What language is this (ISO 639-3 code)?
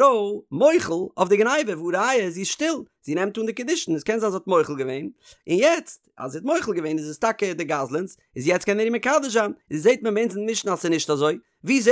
yid